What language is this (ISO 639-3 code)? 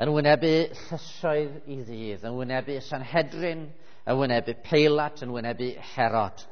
cym